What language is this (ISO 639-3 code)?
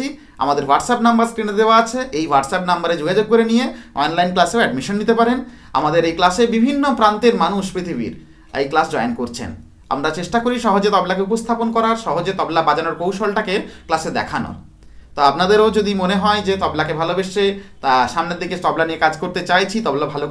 ben